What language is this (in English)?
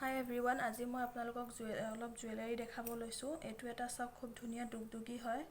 Assamese